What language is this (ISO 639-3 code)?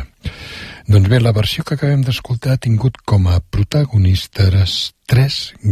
cat